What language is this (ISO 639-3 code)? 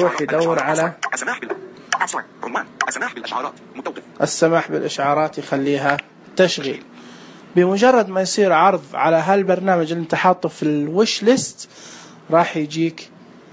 ars